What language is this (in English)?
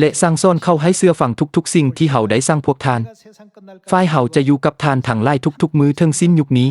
Lao